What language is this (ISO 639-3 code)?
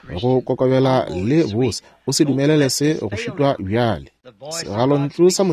nso